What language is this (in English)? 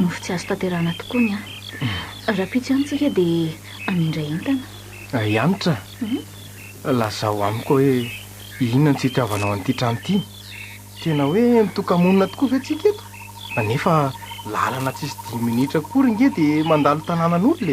Malagasy